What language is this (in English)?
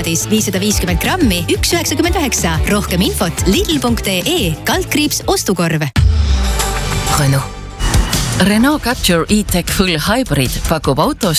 Estonian